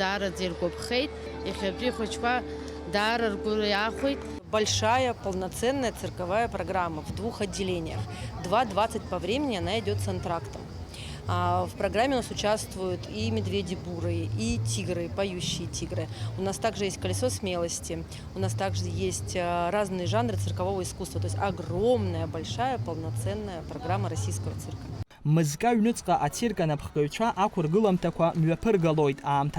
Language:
Abkhazian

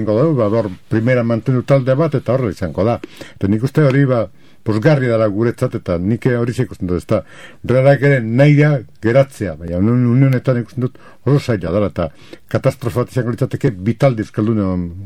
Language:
Basque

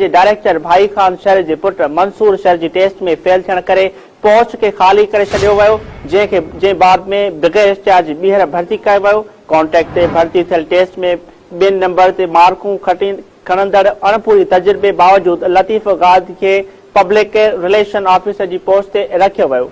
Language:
Sindhi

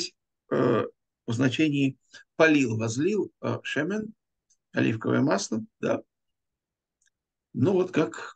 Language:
Russian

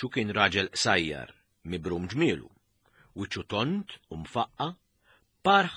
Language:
Maltese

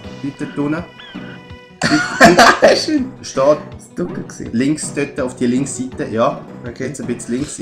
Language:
Swiss German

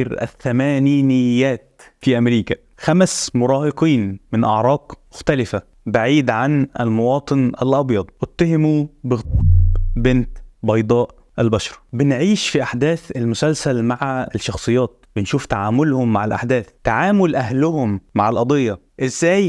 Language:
Egyptian Arabic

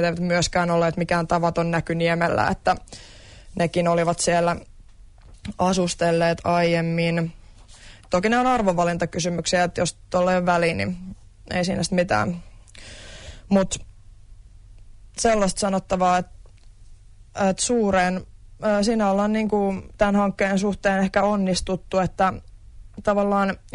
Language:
Finnish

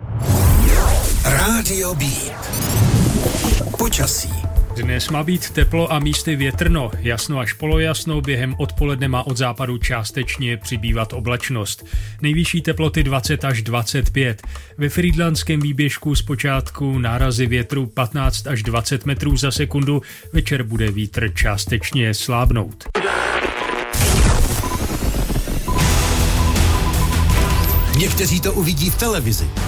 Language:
Czech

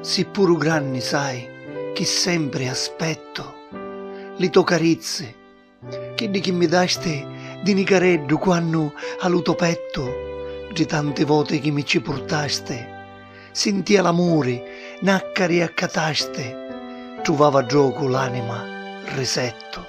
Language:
Sicilian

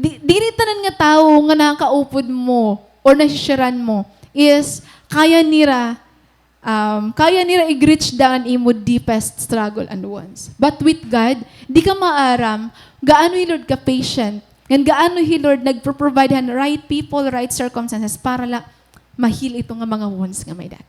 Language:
Waray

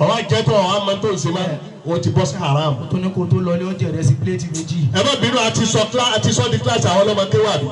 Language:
Yoruba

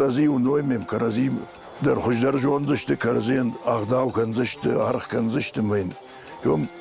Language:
Ossetic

